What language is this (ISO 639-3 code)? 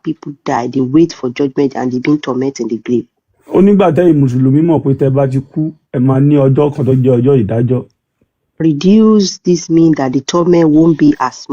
yor